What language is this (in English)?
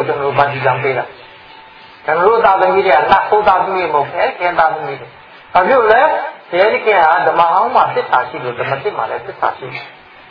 Burmese